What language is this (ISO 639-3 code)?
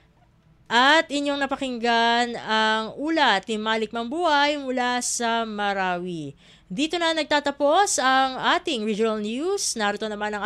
fil